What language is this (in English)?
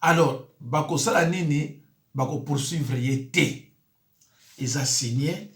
Lingala